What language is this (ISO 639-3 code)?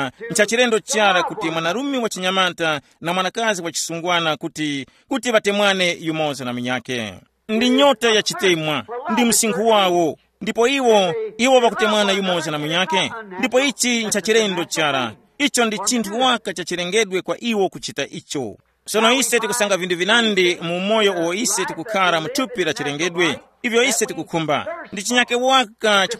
tum